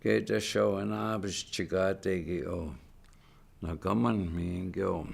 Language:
Chippewa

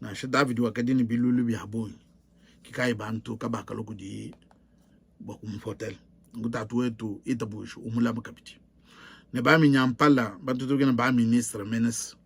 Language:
Luba-Lulua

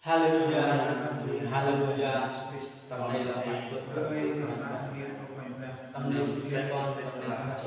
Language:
Central Mnong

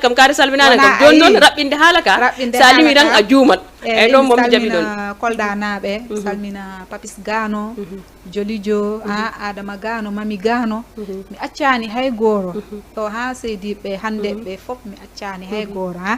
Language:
Fula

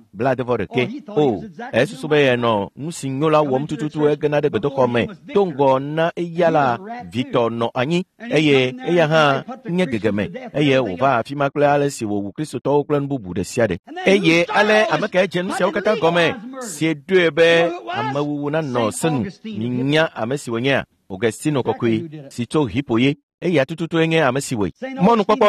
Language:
Ewe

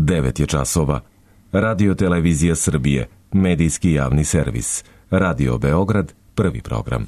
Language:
Serbian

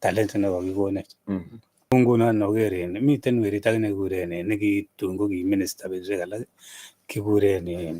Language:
Kalenjin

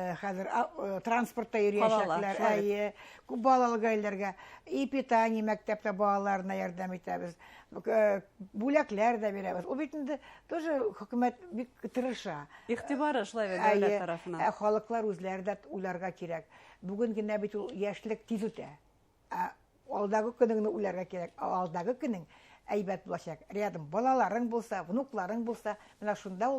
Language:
Bashkir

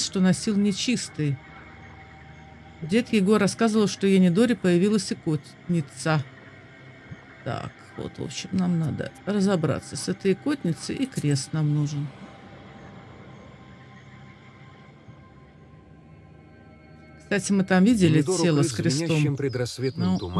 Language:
Russian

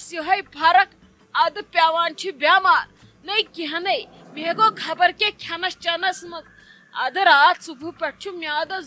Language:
Kashmiri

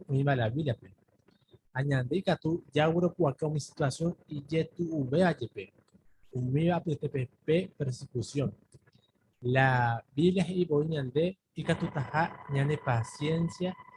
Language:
Guarani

